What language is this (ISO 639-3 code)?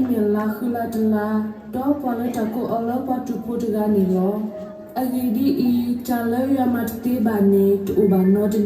ksw